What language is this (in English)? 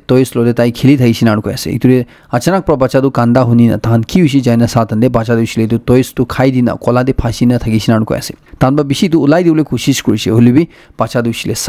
Naga Pidgin